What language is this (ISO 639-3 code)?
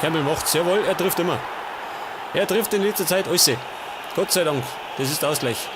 bar